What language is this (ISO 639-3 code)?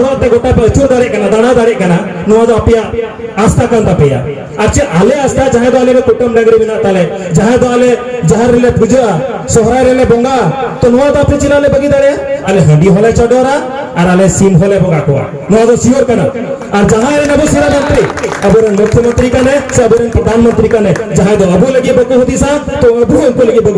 sat